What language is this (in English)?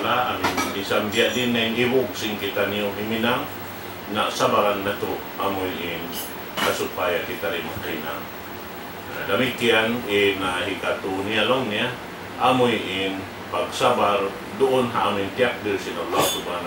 Tausug